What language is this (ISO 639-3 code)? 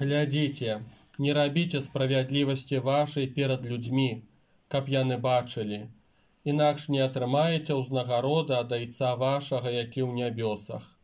bel